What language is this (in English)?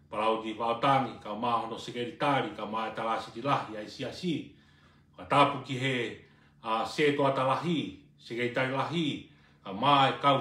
Tongan